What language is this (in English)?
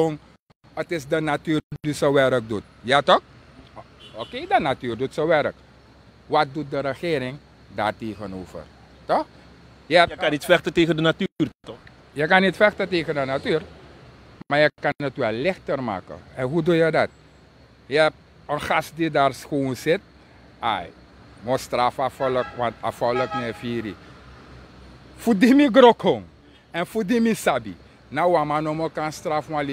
Dutch